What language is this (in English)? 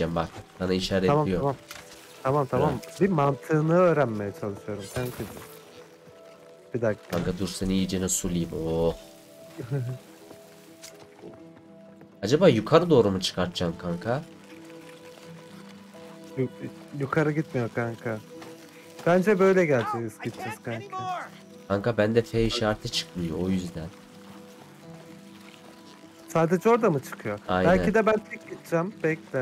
Turkish